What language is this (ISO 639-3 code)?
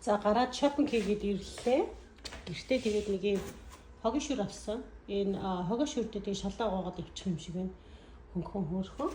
mon